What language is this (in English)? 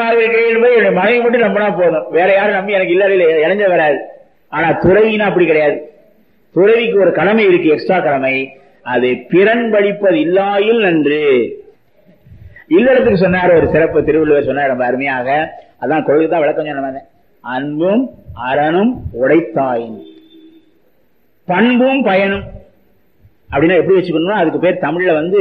Tamil